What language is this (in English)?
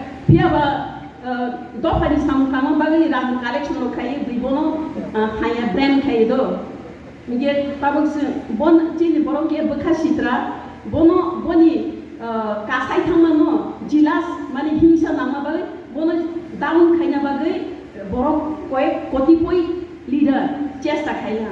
Riang (India)